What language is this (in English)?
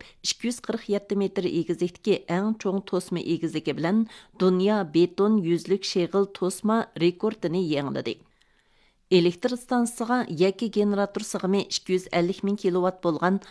Uyghur